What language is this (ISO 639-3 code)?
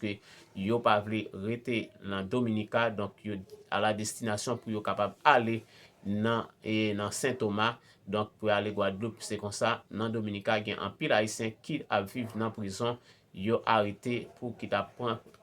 hat